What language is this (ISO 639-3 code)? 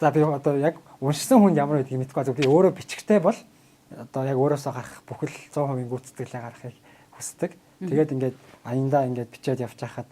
mon